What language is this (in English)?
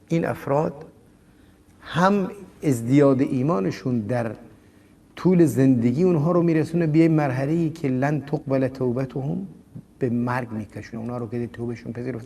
Persian